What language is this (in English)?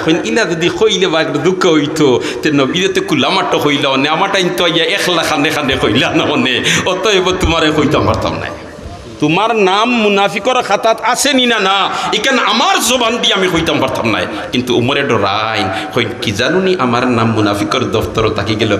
Sylheti